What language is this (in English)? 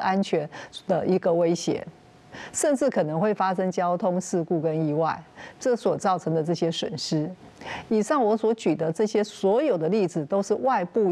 Chinese